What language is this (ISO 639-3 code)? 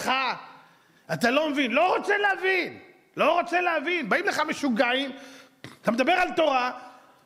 heb